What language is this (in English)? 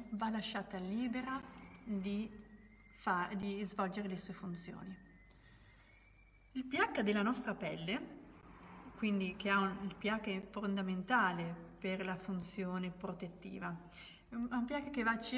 Italian